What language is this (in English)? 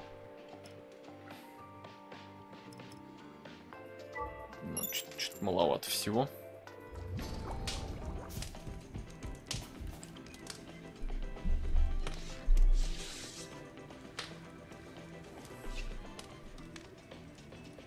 Russian